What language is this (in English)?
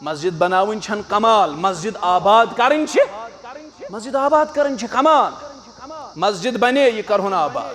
Kashmiri